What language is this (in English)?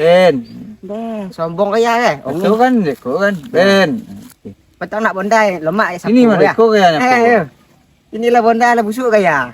Minangkabau